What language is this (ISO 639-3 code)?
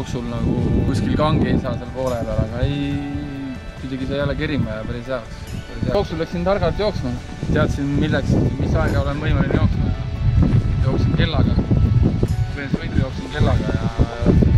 est